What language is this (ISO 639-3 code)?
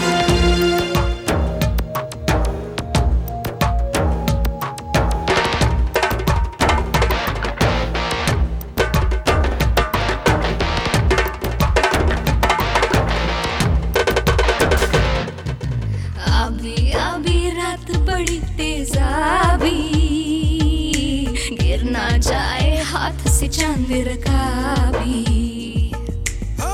hin